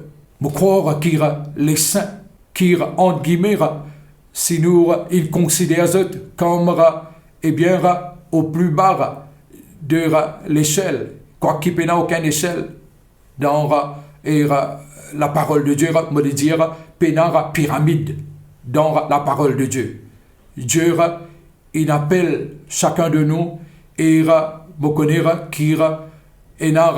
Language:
Morisyen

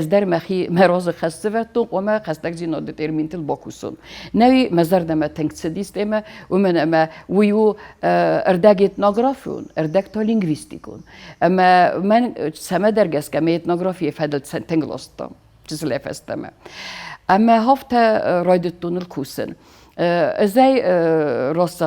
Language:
Ossetic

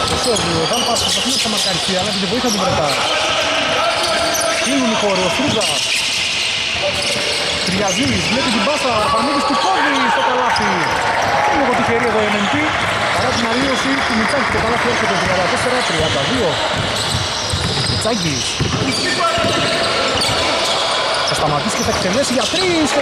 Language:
Greek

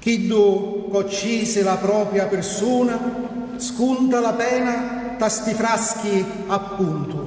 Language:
Sicilian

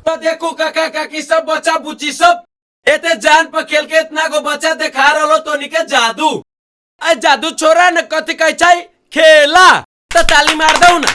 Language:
Maithili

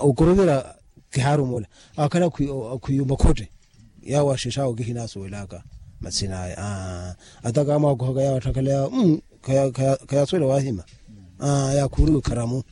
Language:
Makhuwa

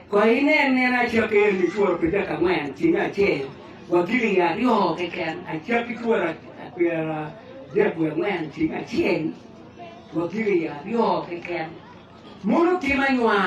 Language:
Acoli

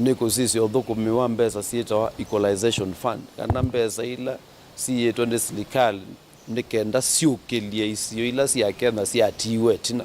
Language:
Kamba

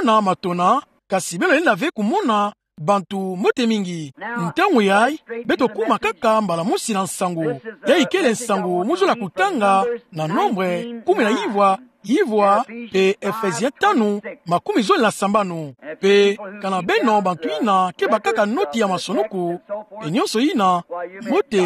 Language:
Kituba (Democratic Republic of Congo)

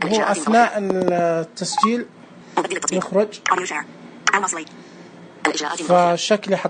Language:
Najdi Arabic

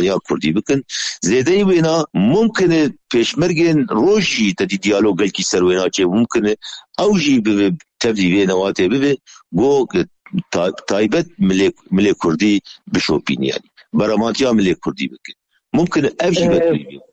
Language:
Kurdish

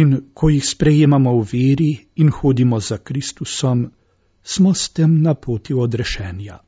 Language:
Slovenian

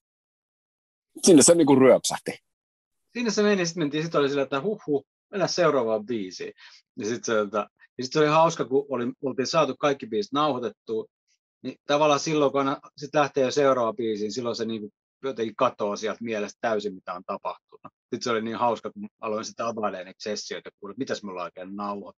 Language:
Finnish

